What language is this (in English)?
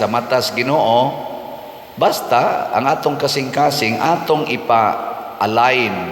Cebuano